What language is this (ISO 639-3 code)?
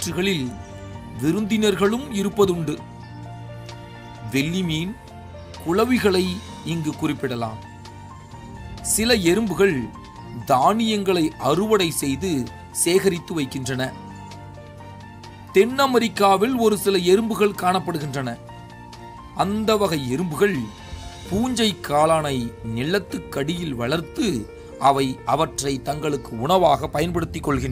tam